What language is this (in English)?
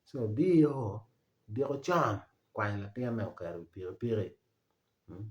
Acoli